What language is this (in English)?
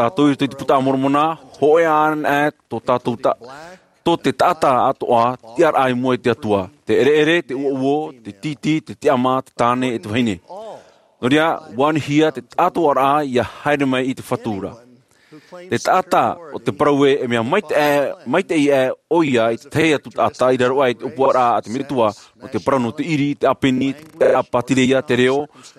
Tahitian